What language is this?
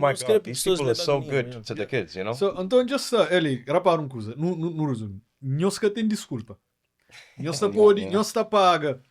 Kabuverdianu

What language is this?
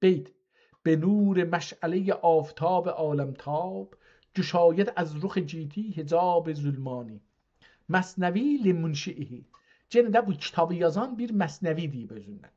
South Azerbaijani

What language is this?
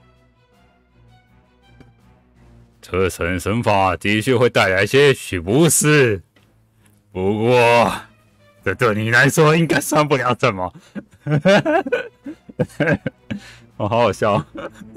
Chinese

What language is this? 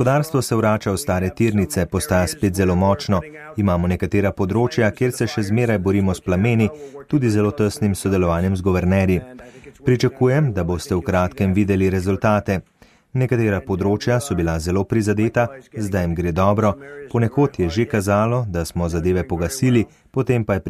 Slovenian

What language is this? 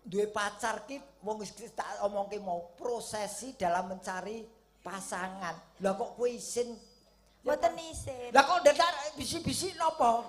Javanese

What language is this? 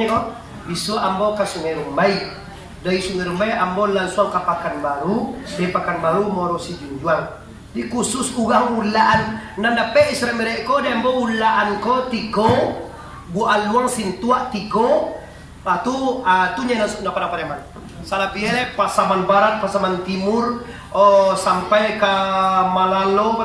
Minangkabau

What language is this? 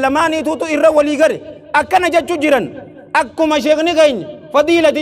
Oromo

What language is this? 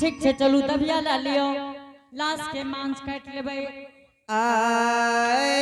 Angika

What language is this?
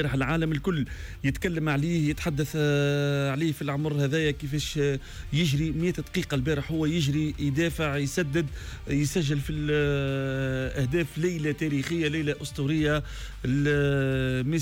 Tunisian Arabic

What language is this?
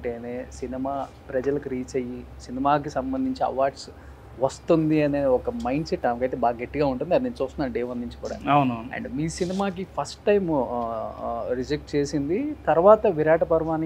Telugu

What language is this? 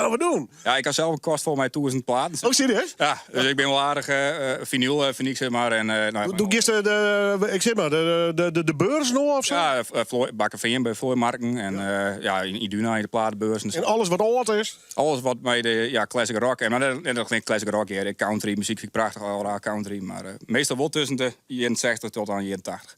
Western Frisian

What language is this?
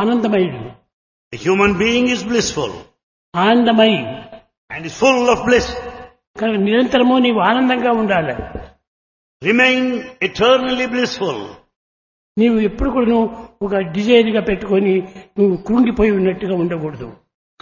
Telugu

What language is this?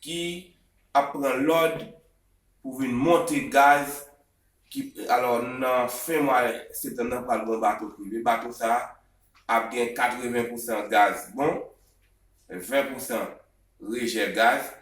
Haitian Creole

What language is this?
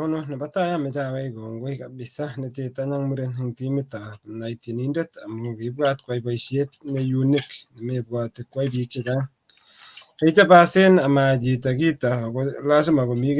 Kalenjin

